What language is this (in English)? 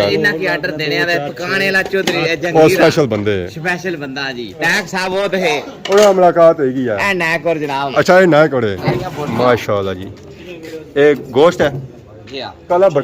Pahari-Potwari